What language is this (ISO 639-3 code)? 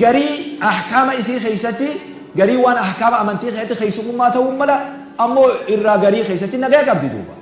orm